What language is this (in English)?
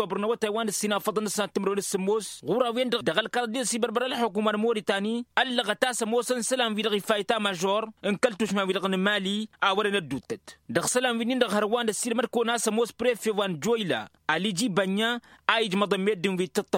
Tamasheq